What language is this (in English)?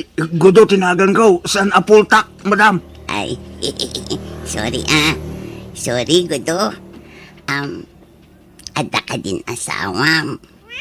Iloko